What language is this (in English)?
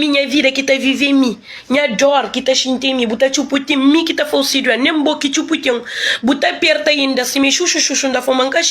Kabuverdianu